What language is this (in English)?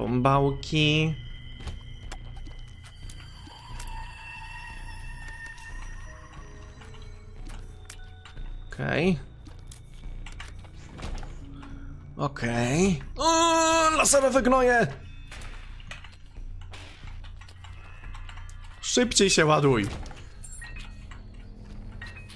Polish